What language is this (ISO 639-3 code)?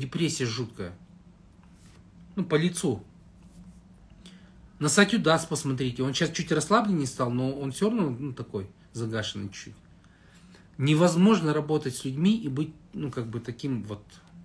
rus